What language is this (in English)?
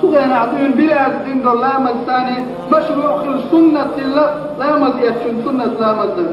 Chechen